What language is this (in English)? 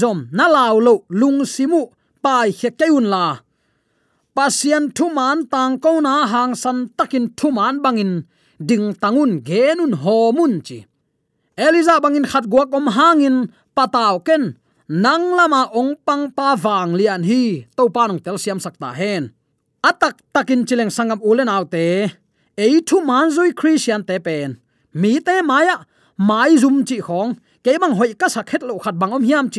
Tedim Chin